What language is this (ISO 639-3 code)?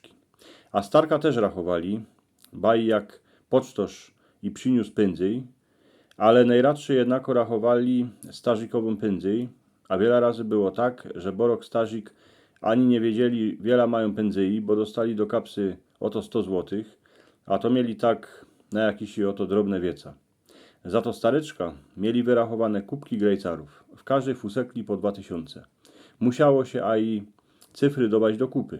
szl